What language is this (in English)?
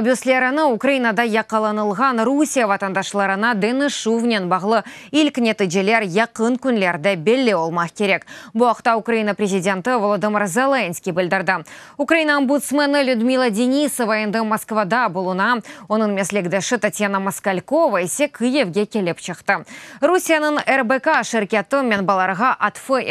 Crimean Tatar